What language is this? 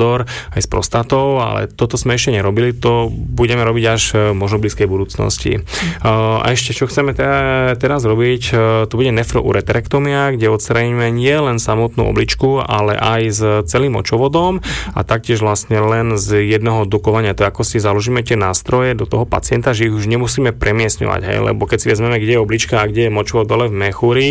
Slovak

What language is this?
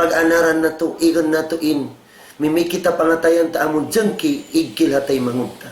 Tausug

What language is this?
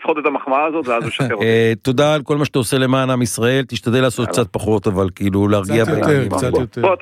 Hebrew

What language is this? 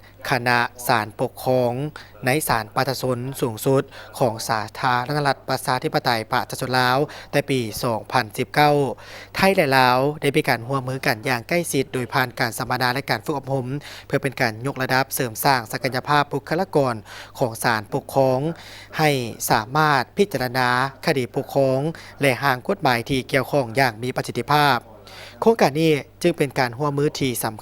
Lao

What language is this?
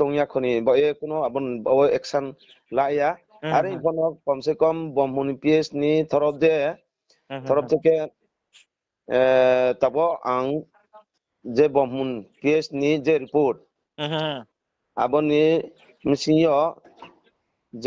Riang (India)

